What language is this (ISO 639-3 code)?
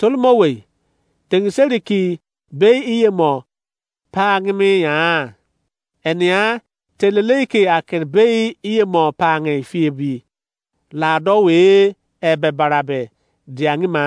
ijc